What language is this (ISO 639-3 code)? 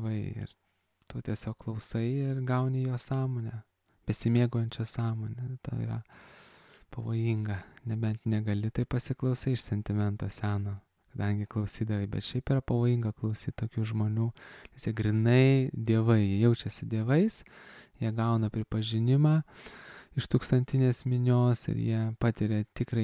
lit